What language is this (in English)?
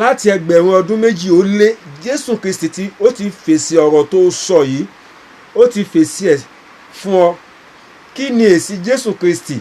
Yoruba